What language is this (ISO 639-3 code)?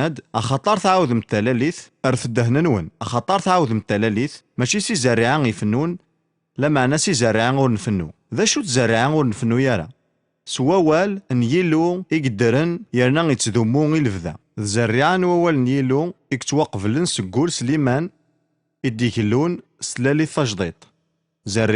kab